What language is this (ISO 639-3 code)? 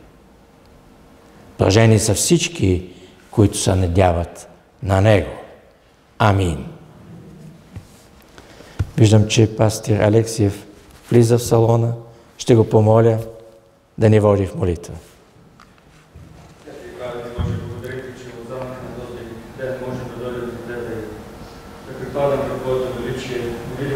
bul